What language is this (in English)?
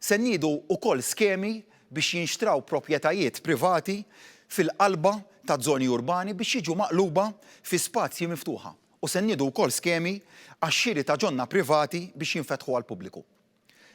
Maltese